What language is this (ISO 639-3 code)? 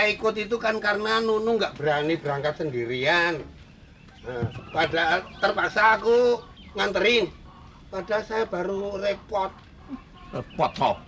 bew